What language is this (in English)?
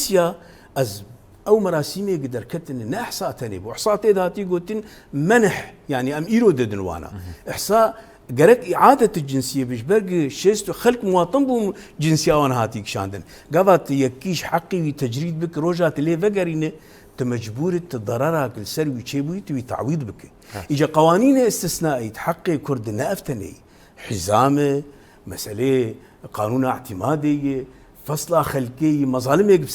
Kurdish